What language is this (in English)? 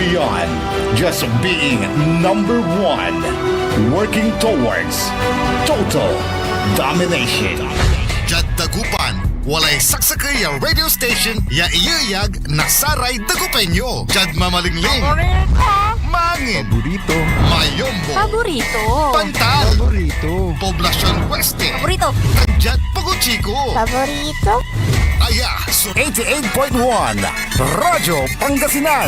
Pangasinan